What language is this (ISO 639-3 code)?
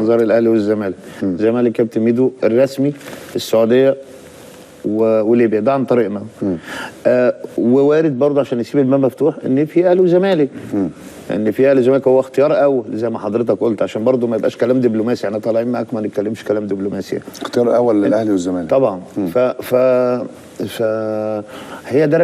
arz